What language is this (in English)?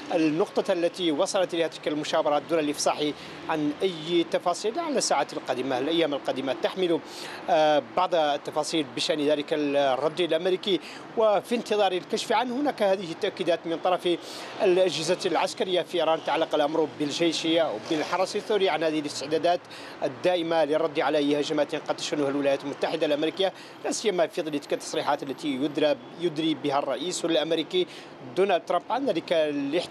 Arabic